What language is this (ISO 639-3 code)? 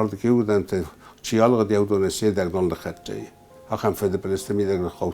oss